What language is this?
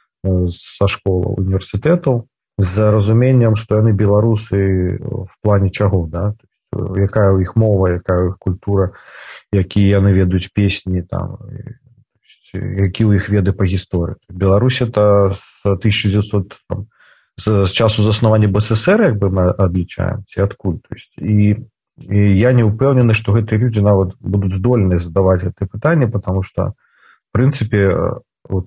Belarusian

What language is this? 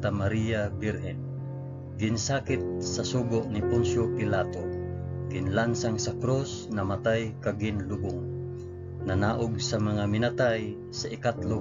Hiligaynon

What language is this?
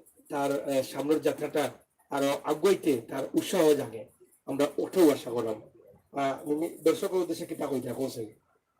Sylheti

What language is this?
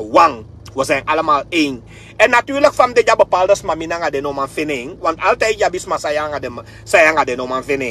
Sranan Tongo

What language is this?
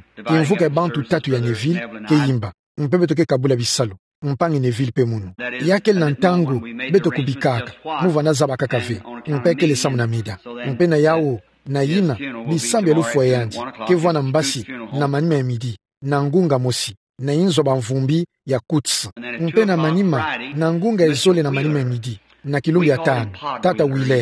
Kituba (Democratic Republic of Congo)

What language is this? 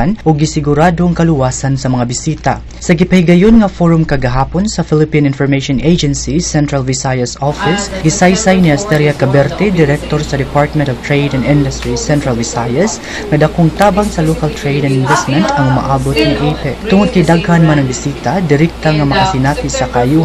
Cebuano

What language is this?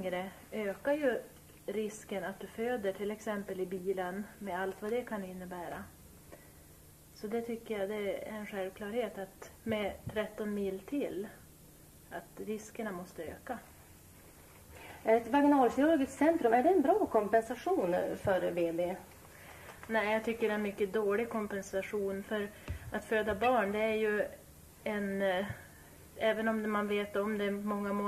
Swedish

